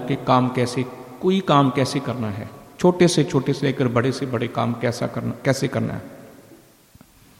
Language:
Urdu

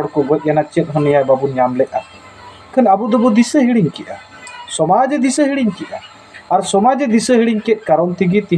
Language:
Santali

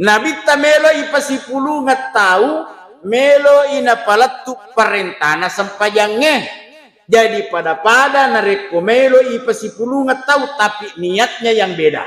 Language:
Buginese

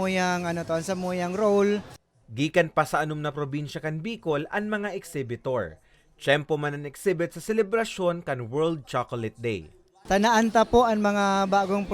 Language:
Bikol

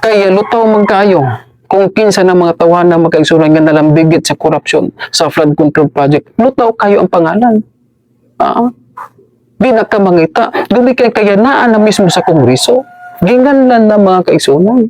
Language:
Cebuano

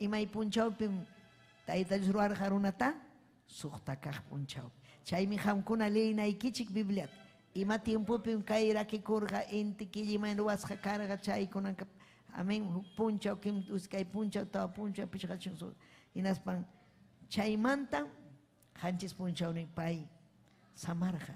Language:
Ayacucho Quechua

